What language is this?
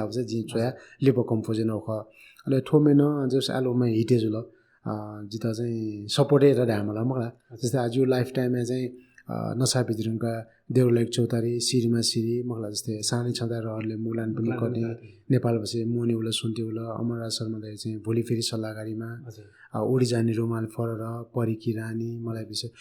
Newari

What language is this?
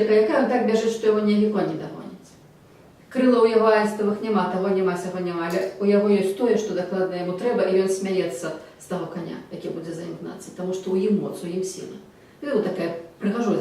Belarusian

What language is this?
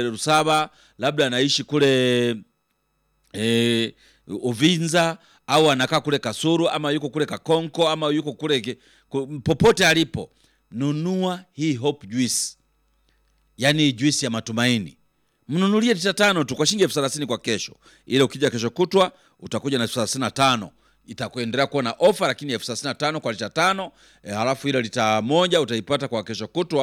Swahili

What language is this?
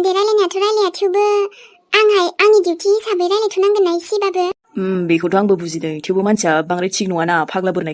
Bodo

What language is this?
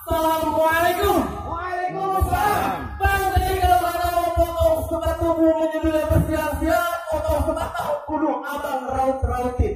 Betawi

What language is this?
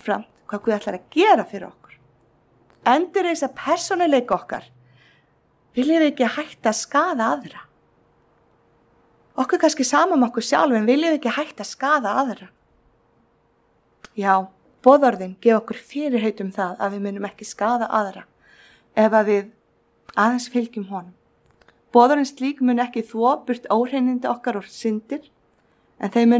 Icelandic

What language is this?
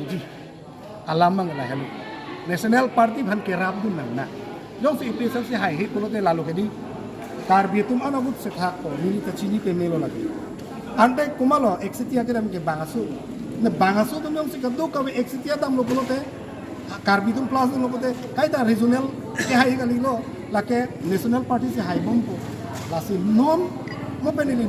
Karbi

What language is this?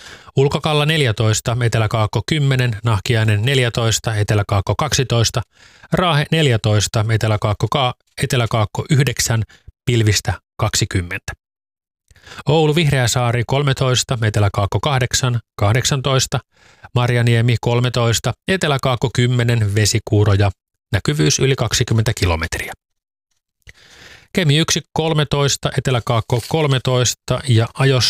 Finnish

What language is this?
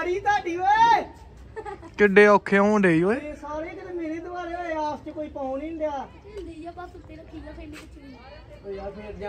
Punjabi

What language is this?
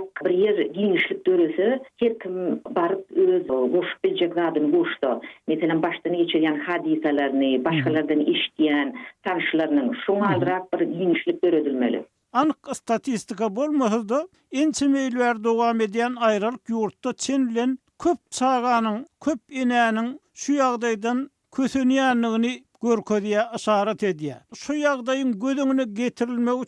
Turkmen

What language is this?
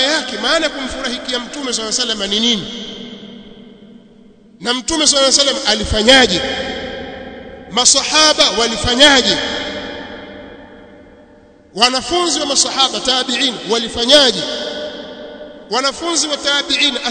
Swahili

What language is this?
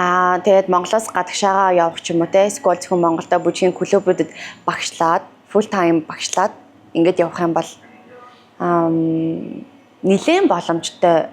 Mongolian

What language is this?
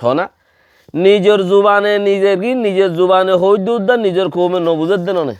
Rohingya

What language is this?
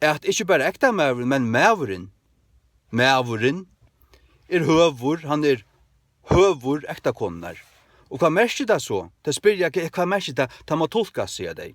Faroese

